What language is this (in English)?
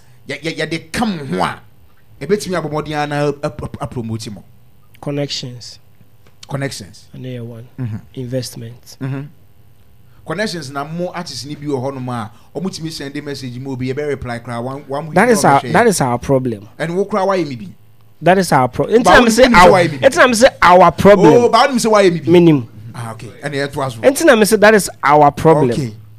Akan